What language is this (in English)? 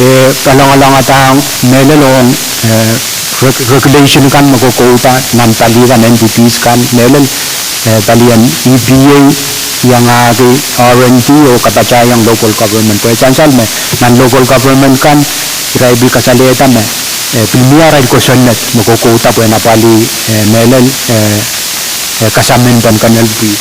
Pohnpeian